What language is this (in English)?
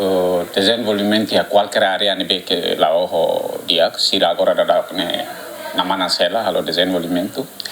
Tetum